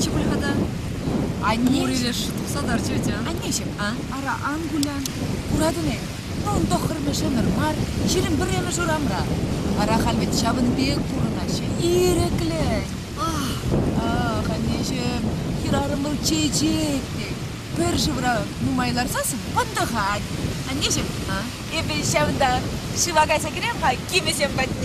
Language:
Chuvash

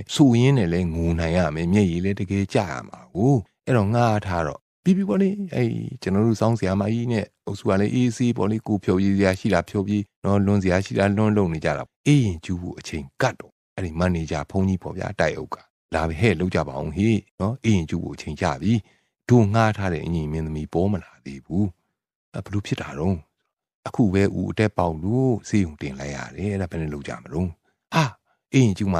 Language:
Burmese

